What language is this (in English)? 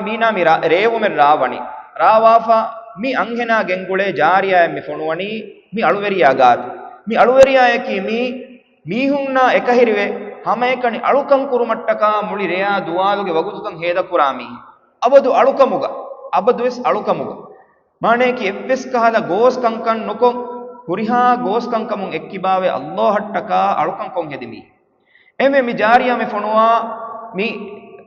Divehi